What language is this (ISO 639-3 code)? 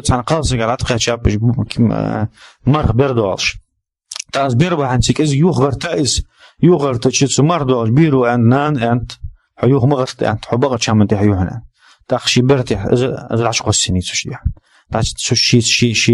inh